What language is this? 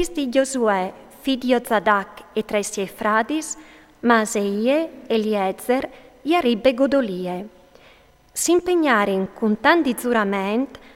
Friulian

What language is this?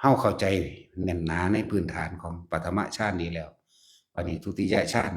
Northeastern Thai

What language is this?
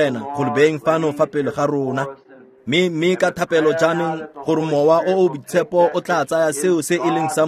Tswana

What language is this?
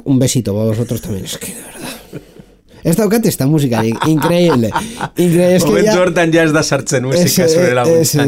Basque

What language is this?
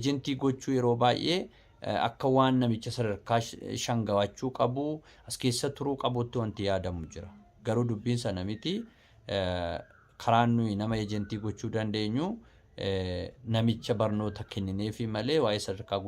Oromo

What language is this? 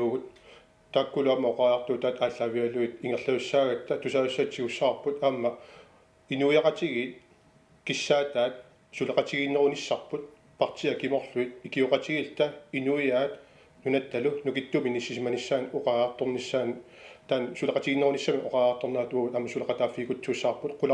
Kalaallisut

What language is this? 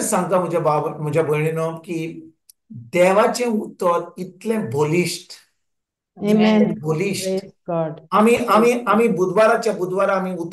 Konkani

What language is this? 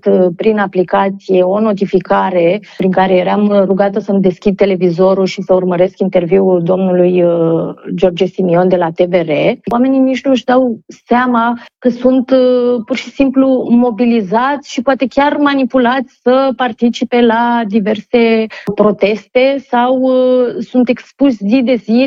Romanian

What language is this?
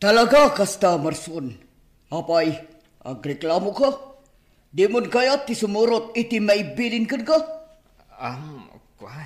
Iloko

